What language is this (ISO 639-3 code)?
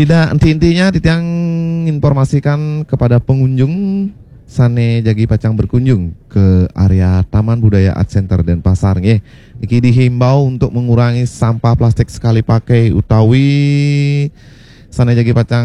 ban